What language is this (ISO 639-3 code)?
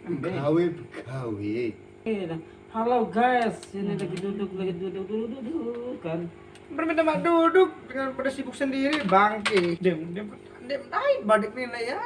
sas